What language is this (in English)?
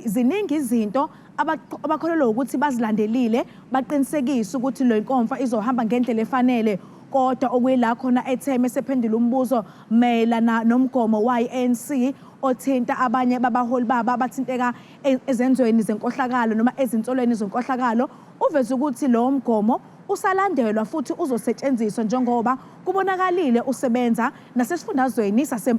Zulu